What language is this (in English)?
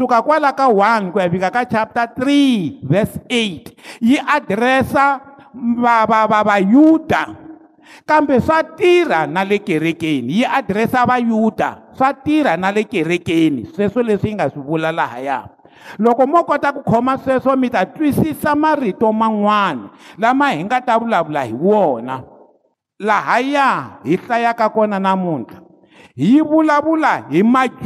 Tsonga